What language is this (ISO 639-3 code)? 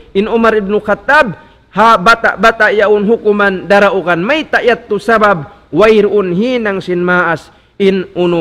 tsg